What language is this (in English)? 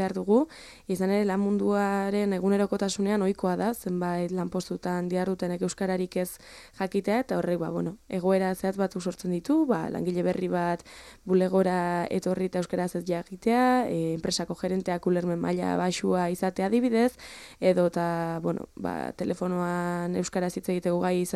Basque